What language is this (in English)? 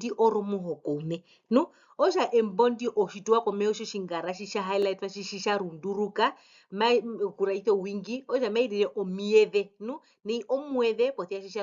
Herero